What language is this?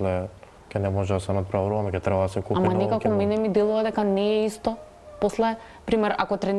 Macedonian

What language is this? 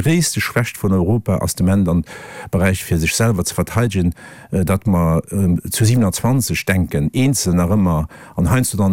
Luxembourgish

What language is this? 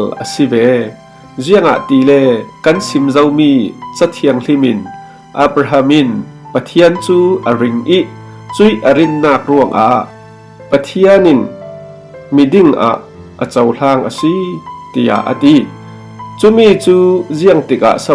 Falam Chin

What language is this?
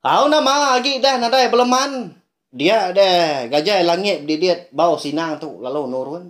Iban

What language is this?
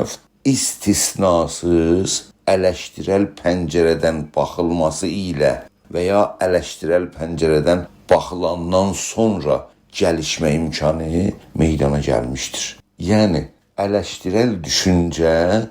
South Azerbaijani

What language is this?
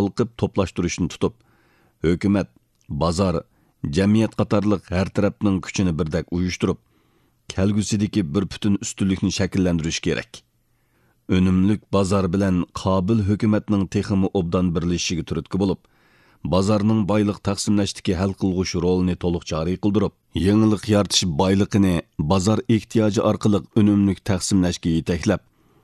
Uyghur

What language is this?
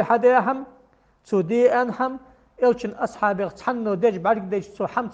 Ingush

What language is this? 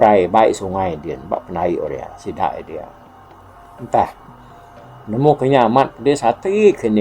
Iban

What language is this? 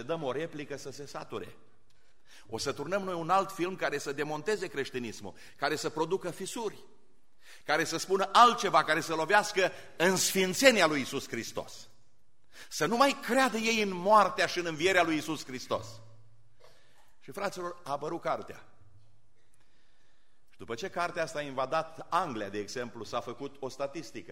Romanian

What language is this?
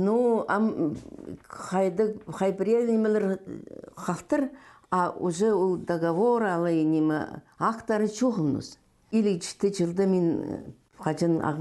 Khakas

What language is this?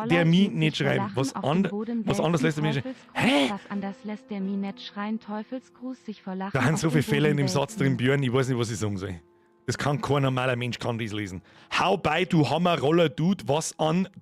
Bavarian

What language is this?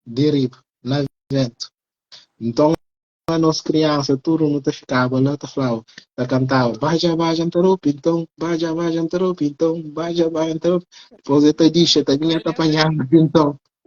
Kabuverdianu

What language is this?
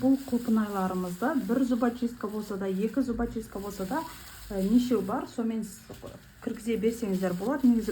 Kazakh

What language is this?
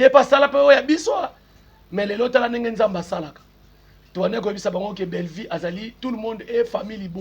Lingala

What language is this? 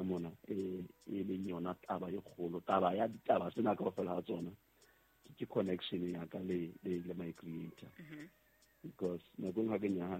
Southern Sotho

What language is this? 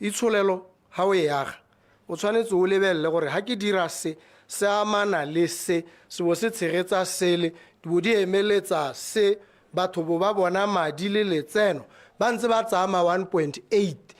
Tswana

